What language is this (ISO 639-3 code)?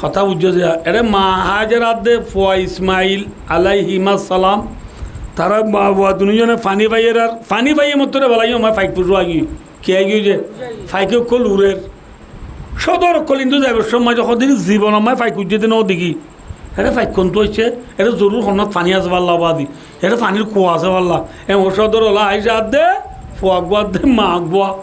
rhg